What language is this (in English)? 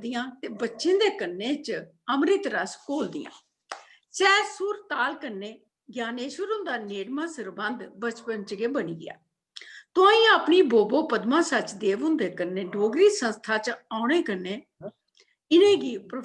Dogri